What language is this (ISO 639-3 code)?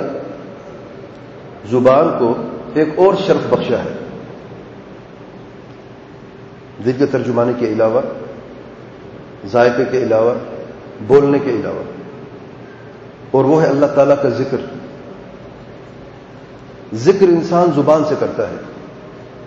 urd